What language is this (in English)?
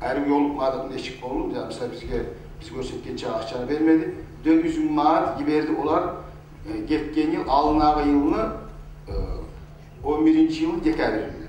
Kumyk